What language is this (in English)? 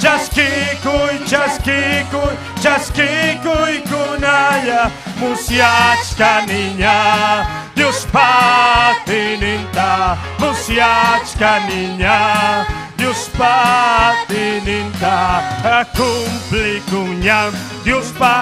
Ayacucho Quechua